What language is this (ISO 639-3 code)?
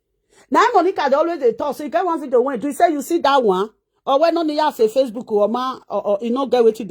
pcm